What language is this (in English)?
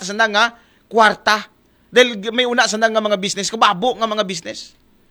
Aklanon